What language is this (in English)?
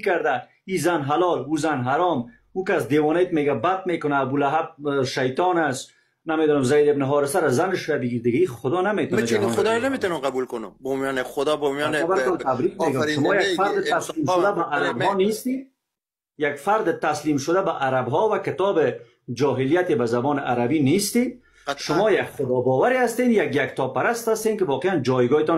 Persian